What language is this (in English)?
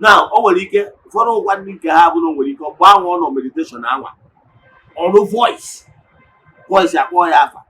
Igbo